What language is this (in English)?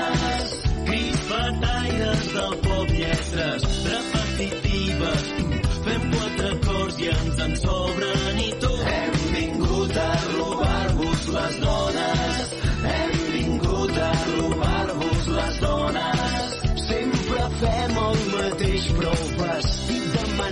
Catalan